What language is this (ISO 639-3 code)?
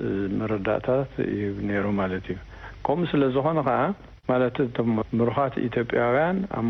tir